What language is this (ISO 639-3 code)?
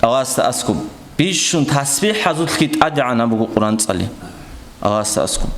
ava